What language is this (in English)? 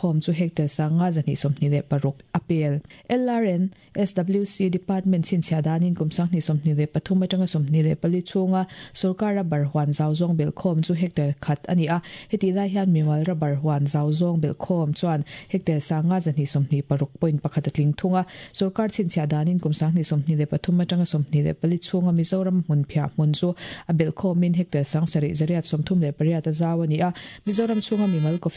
Mizo